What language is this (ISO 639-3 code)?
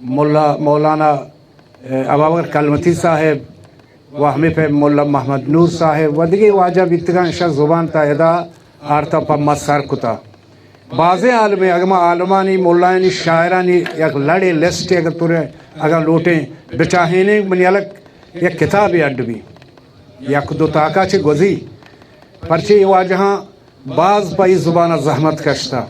bal